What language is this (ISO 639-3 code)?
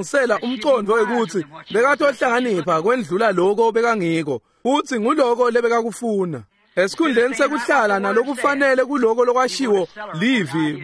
ssw